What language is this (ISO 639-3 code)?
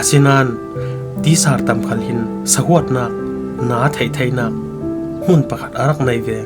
cfm